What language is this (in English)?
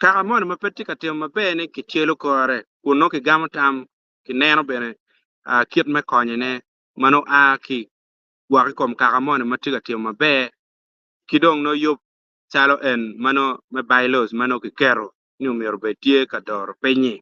Acoli